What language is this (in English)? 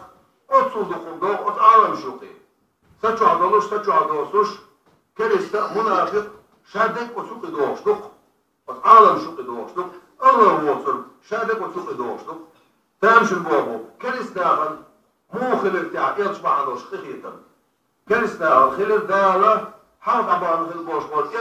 Chechen